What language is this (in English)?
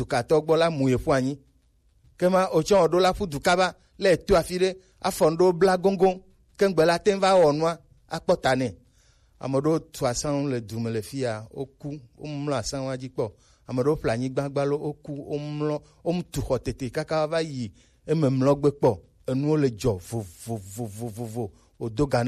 Gen